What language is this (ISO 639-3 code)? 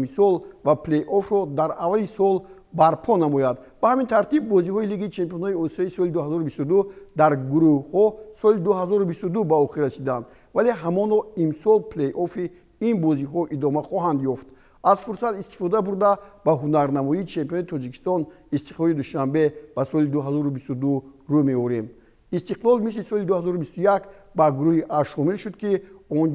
tgk